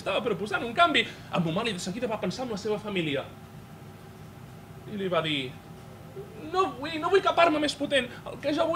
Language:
Catalan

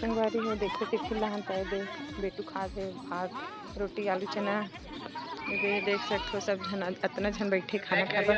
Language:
Chhattisgarhi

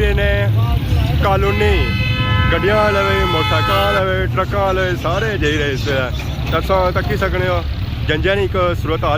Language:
Pahari-Potwari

